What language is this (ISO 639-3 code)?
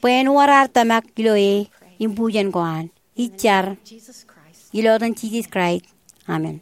mah